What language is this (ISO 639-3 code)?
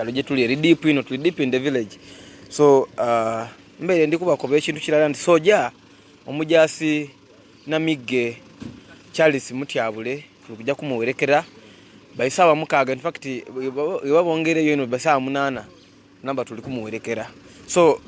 lug